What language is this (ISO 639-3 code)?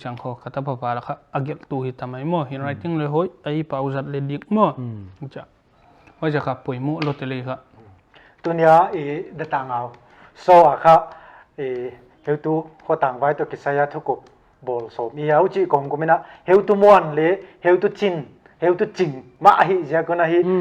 pck